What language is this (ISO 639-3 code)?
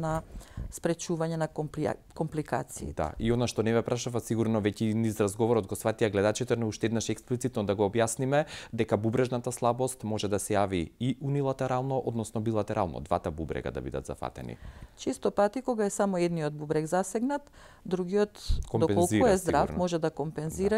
mkd